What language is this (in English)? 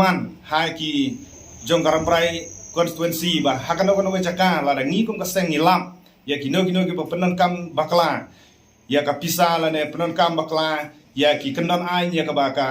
Khasi